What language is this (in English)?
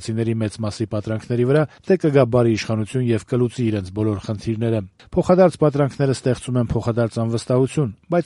Armenian